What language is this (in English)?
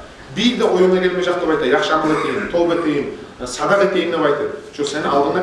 Kumyk